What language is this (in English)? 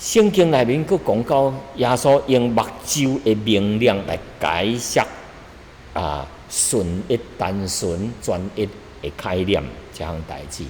Min Nan Chinese